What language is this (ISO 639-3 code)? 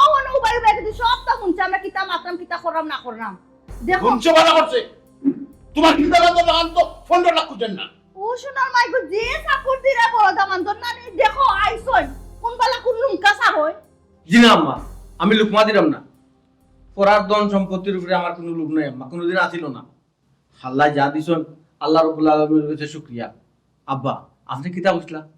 syl